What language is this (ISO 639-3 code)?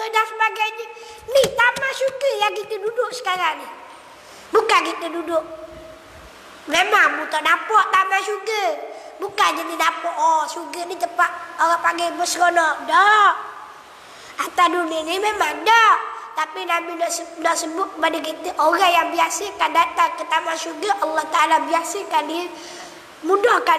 msa